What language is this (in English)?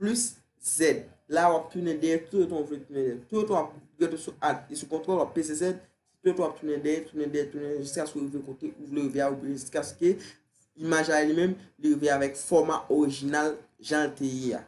Haitian Creole